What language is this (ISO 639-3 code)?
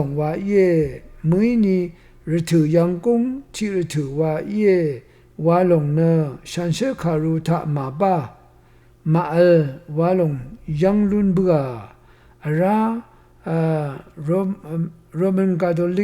raw